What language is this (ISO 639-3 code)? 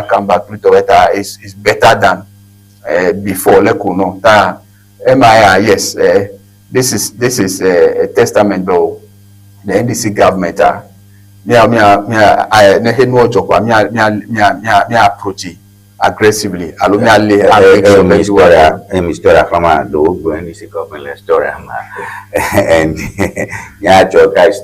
ewe